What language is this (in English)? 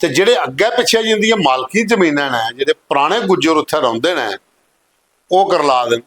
Dogri